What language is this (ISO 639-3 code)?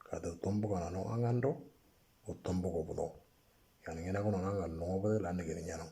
mor